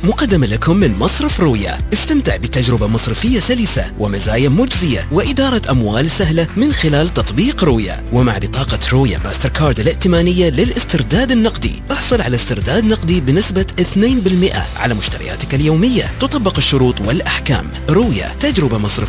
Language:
Arabic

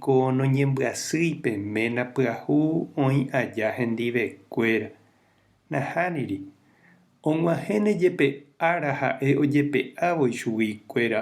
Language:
Guarani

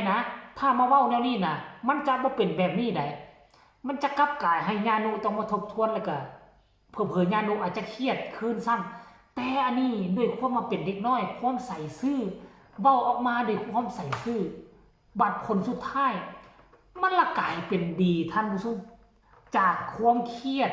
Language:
Northeastern Thai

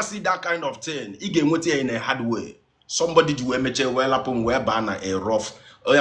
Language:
Igbo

